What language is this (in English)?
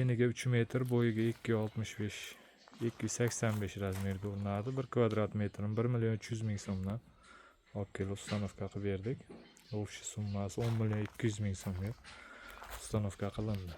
Uzbek